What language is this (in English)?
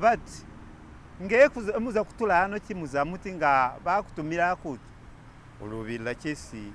Masaaba